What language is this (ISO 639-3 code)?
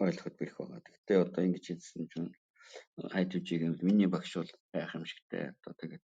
mon